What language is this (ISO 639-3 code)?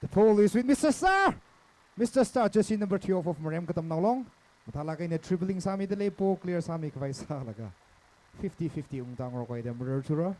nmf